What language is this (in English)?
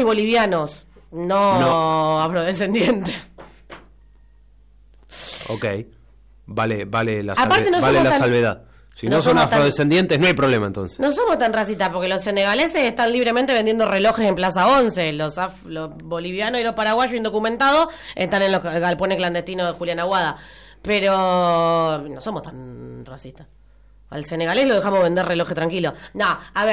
Spanish